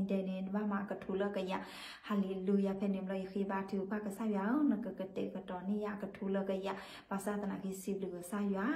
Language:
S'gaw Karen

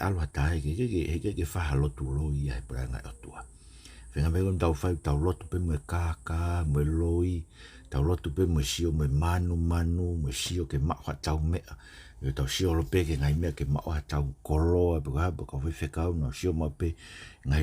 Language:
Tongan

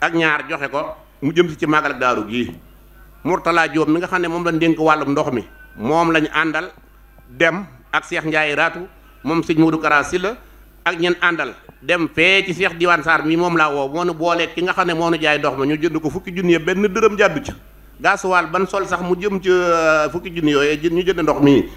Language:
Wolof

